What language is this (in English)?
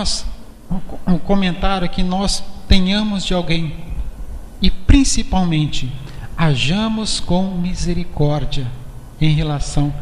Portuguese